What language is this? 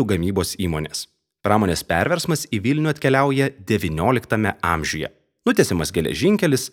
Lithuanian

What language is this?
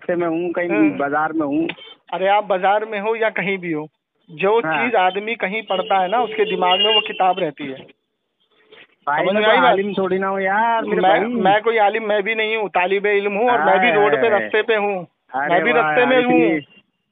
Urdu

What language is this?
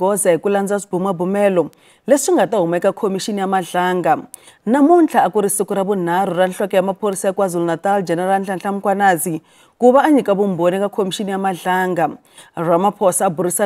Tsonga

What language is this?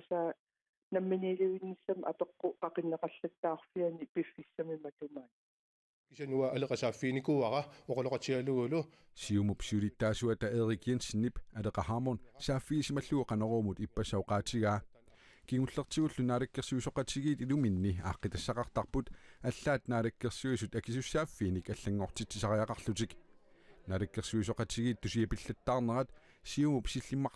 Kalaallisut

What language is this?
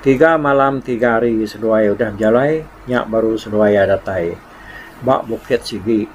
Iban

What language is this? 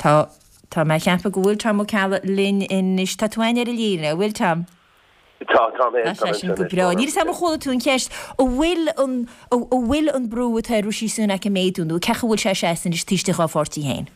Irish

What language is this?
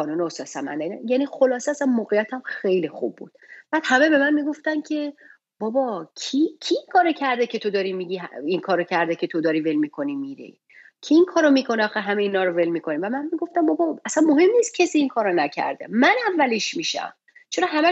Persian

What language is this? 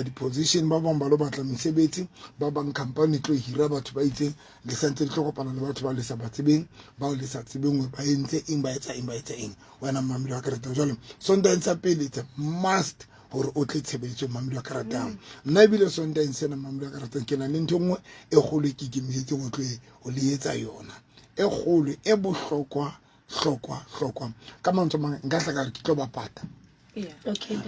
Southern Sotho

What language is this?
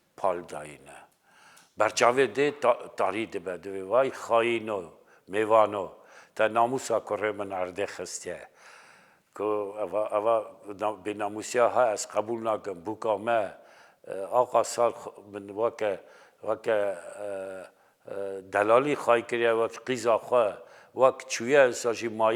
Kurdish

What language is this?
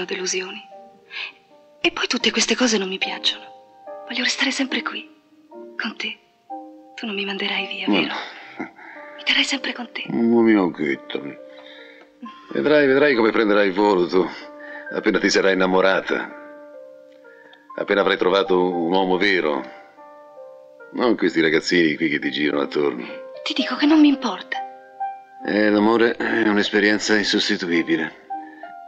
Italian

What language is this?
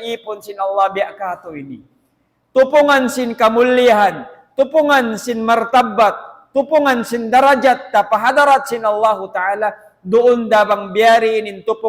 Tausug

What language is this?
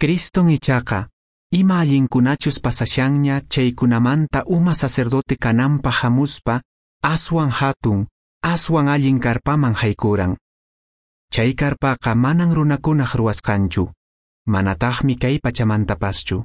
Quechua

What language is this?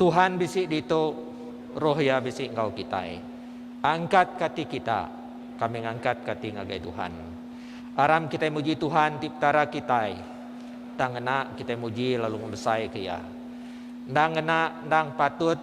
Iban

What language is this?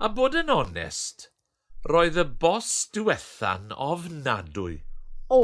Welsh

